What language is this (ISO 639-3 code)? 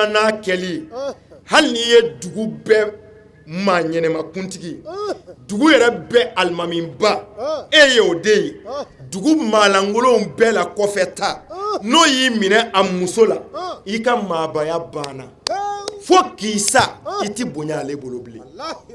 bam